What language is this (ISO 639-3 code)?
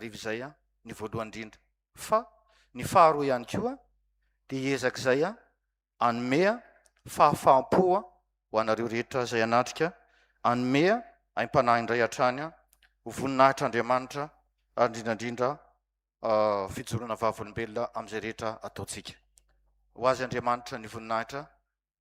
mlg